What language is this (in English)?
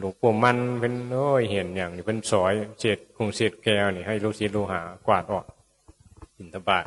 Northeastern Thai